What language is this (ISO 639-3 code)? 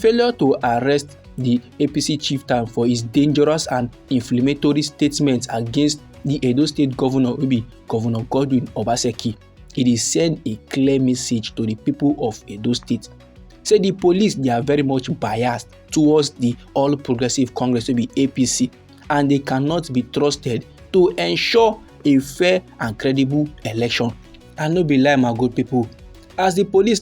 pcm